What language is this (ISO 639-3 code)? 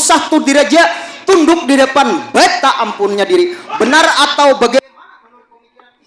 bjn